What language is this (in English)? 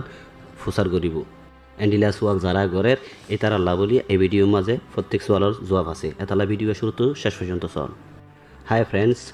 Rohingya